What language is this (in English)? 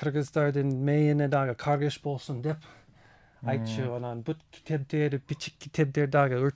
Kyrgyz